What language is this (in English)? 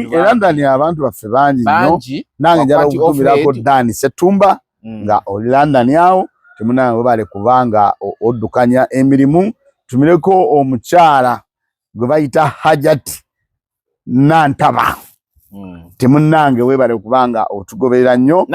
Ganda